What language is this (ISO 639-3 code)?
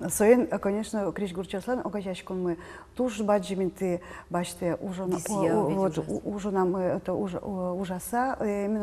udm